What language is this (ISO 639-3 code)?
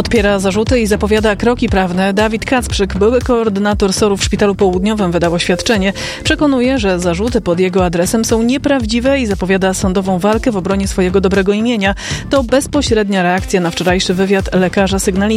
pol